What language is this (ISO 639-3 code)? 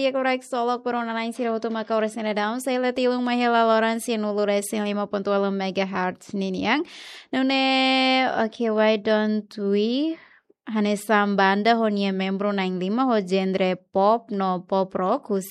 tet